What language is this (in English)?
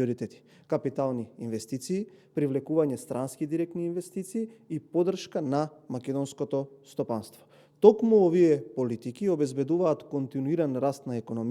Macedonian